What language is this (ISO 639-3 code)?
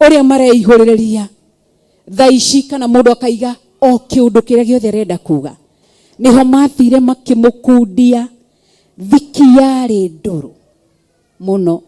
kik